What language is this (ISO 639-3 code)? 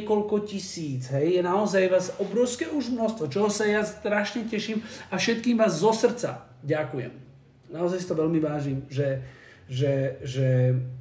slk